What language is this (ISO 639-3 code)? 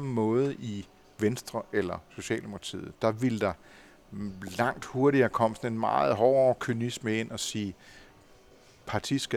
dan